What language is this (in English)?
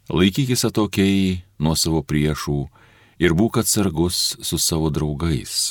Lithuanian